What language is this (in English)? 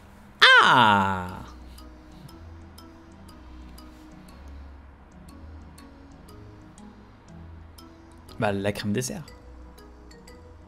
French